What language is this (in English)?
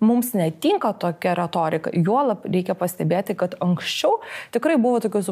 Lithuanian